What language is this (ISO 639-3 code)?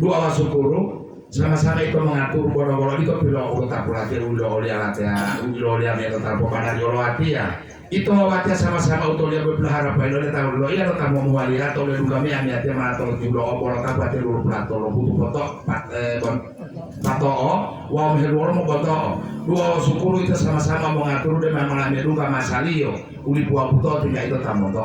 gor